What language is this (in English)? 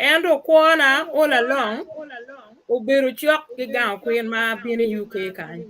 Acoli